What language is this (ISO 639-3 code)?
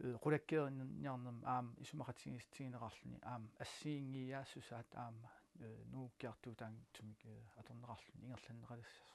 kal